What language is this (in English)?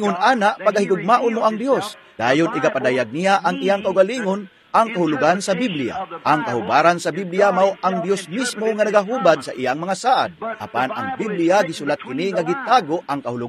Cebuano